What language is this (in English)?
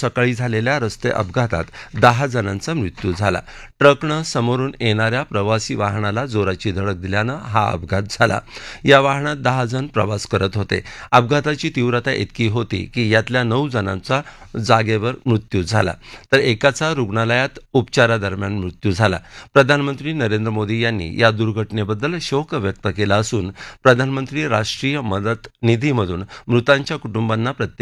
Marathi